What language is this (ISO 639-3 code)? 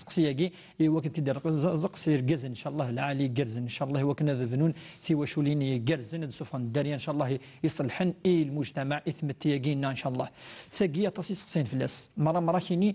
kab